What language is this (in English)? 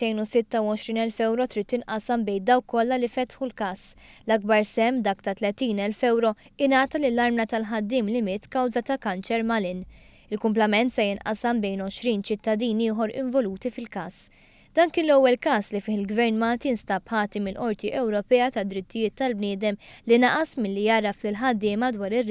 Maltese